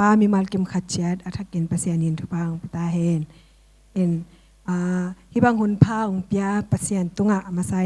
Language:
Tedim Chin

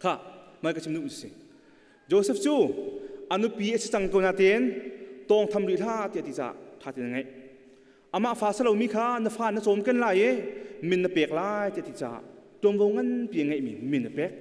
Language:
Hakha Chin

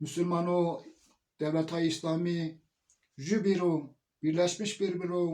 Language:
Zaza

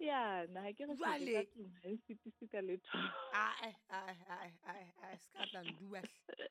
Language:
Southern Sotho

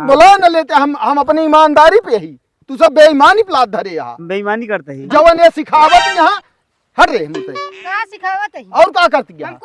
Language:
Awadhi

